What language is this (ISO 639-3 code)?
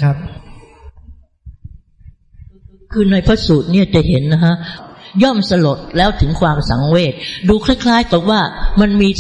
tha